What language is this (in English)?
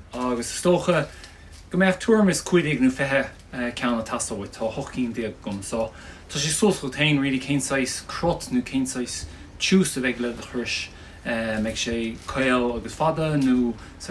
Irish